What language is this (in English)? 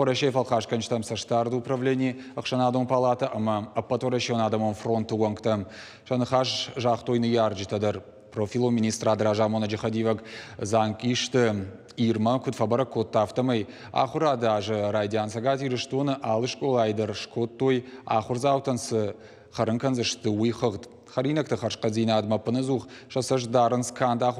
Ossetic